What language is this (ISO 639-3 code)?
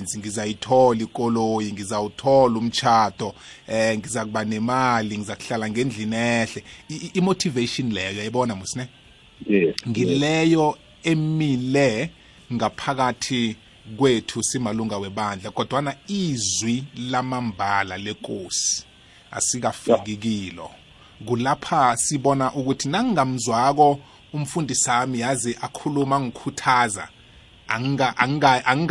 nbl